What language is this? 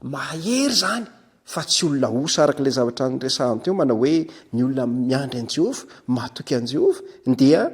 Malagasy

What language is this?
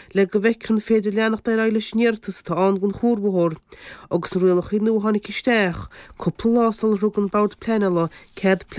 Irish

